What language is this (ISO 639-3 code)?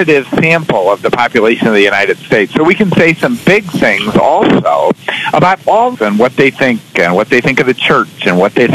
eng